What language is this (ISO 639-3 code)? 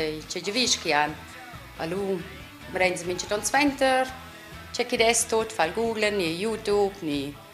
roh